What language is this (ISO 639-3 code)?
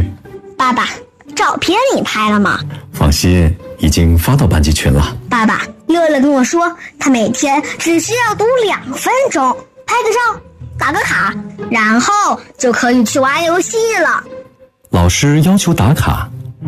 zho